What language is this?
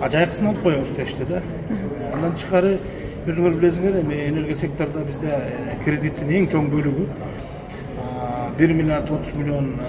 Kyrgyz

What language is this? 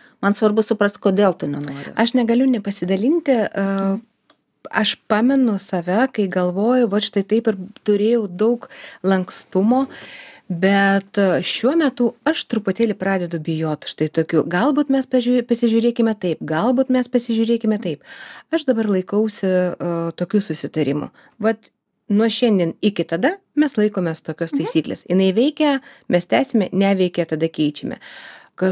Lithuanian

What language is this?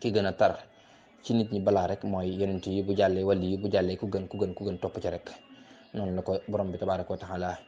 Wolof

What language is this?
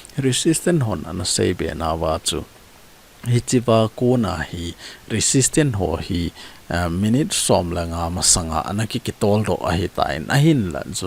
Thado Chin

